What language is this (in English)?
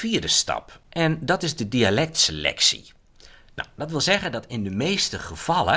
Dutch